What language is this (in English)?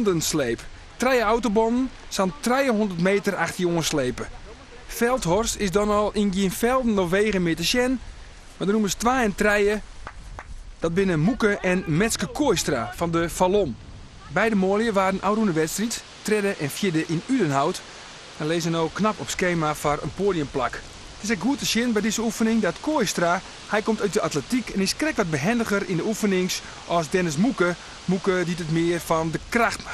Western Frisian